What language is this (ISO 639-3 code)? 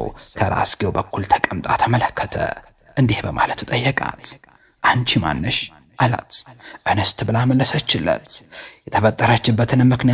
amh